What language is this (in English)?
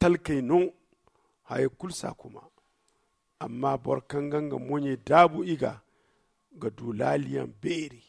Zarma